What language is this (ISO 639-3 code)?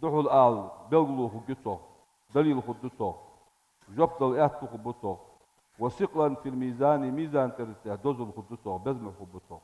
inh